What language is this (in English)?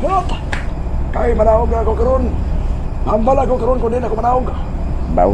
Hiligaynon